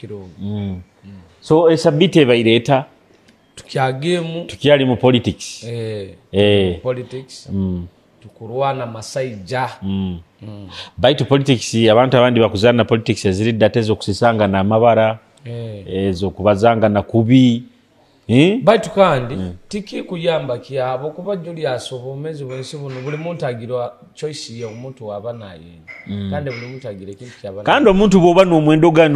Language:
Nyoro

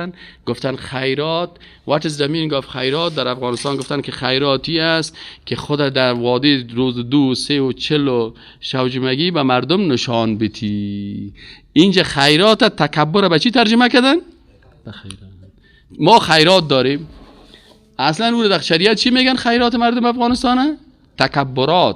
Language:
Persian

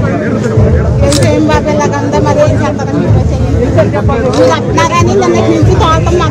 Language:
Telugu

